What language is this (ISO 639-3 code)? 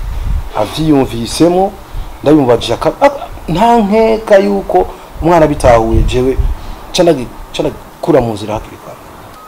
run